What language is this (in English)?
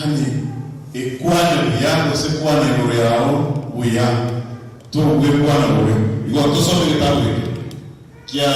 Gusii